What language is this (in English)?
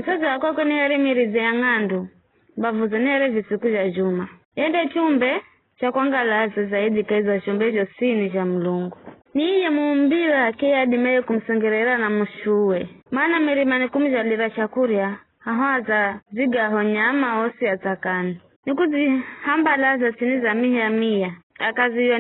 Giryama